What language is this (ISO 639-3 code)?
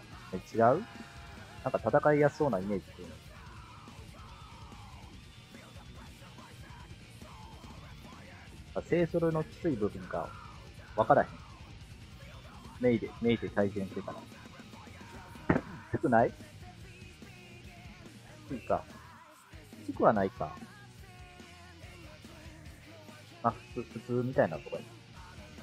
jpn